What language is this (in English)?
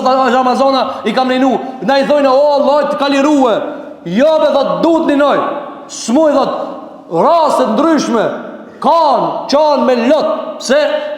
Albanian